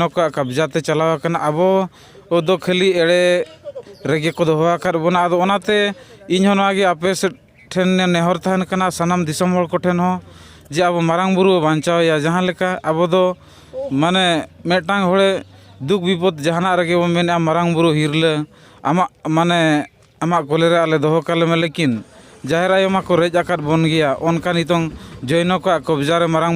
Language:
Santali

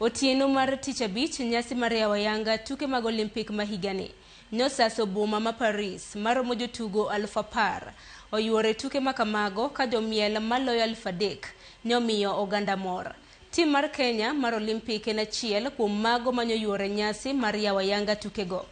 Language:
Luo (Kenya and Tanzania)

